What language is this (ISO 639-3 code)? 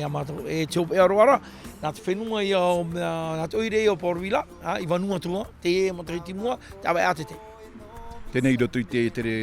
tah